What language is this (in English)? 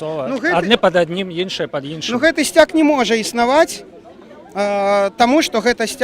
Belarusian